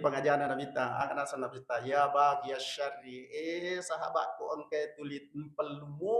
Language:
Buginese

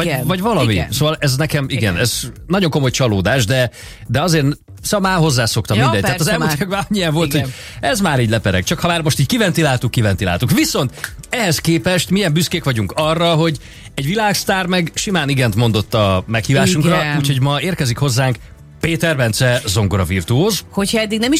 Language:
Hungarian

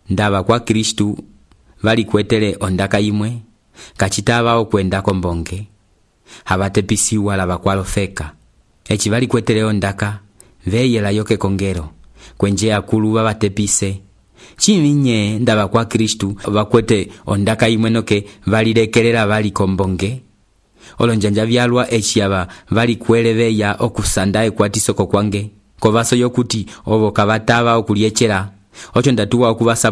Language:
Umbundu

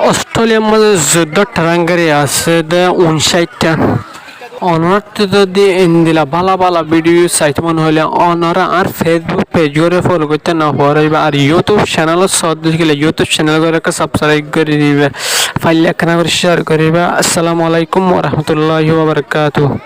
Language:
Rohingya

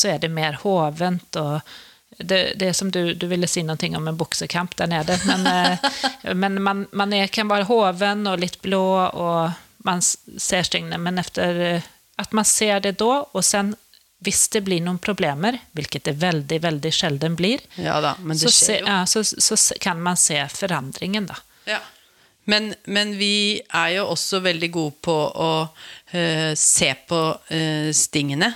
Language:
Norwegian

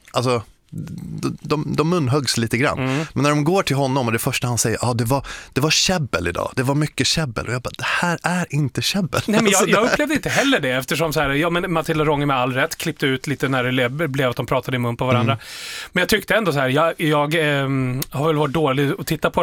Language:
Swedish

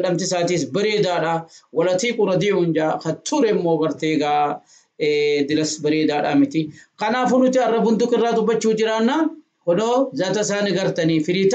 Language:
Oromo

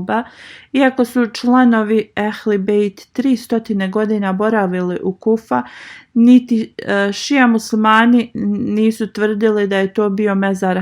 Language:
Bosnian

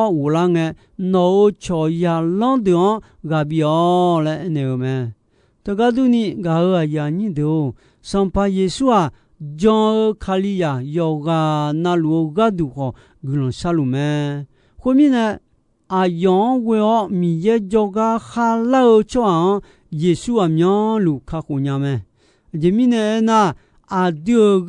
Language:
Akha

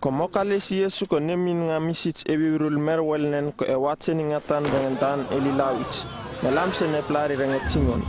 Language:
Uripiv-Wala-Rano-Atchin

